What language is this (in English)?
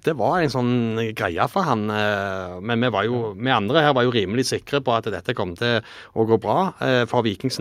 Norwegian